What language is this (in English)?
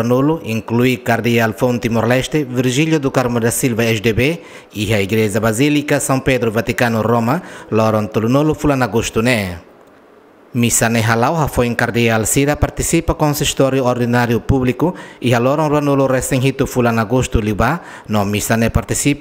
Tetum